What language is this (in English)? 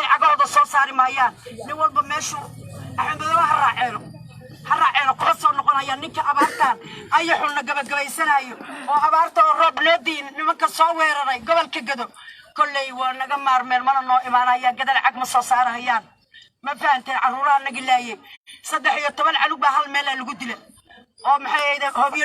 Somali